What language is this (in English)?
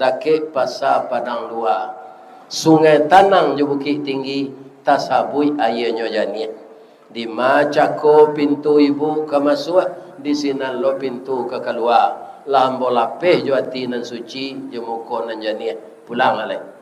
Minangkabau